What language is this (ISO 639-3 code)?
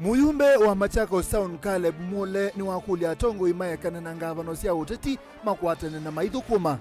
kam